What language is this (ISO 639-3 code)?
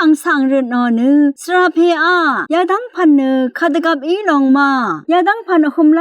raw